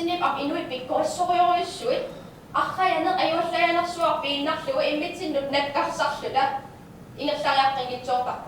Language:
Kalaallisut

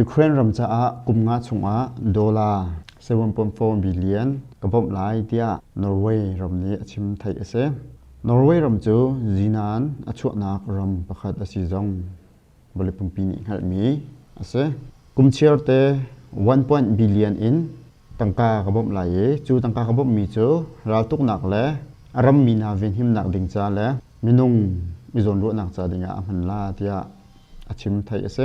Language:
Hakha Chin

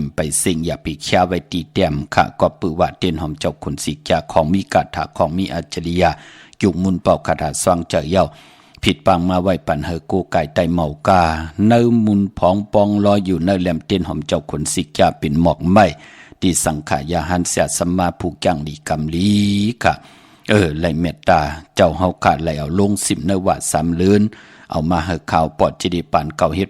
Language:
Shan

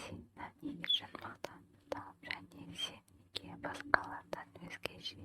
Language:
Kazakh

